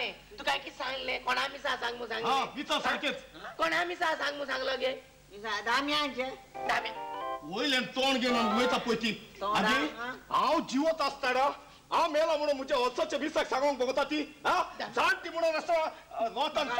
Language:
Konkani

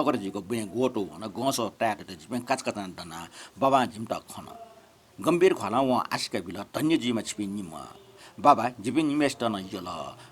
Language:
Newari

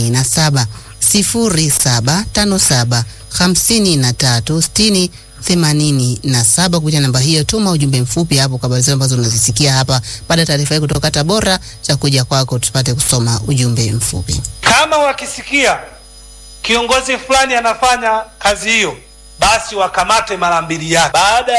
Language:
Swahili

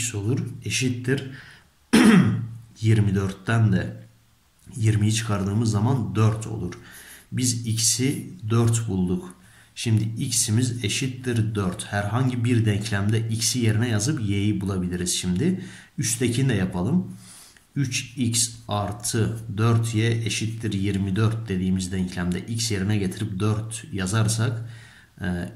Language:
Turkish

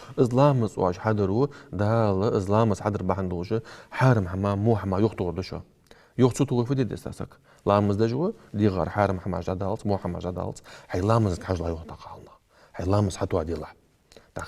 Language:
Ingush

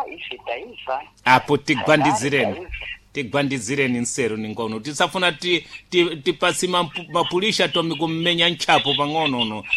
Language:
Sena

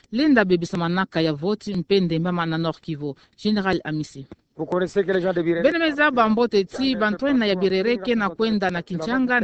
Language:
Kituba (Democratic Republic of Congo)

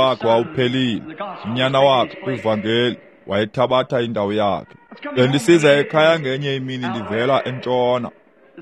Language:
Xhosa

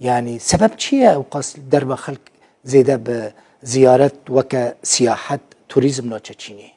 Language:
Kurdish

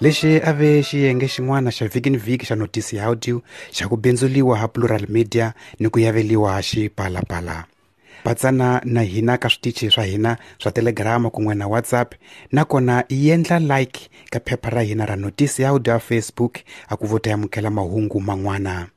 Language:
Tsonga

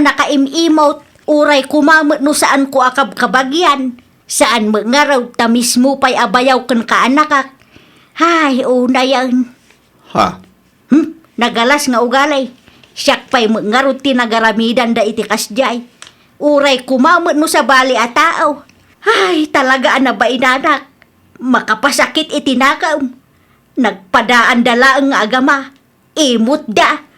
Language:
Iloko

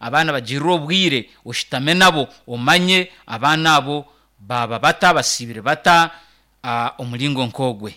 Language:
Nyankole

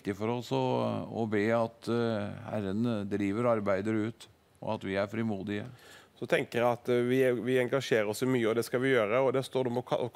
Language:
Norwegian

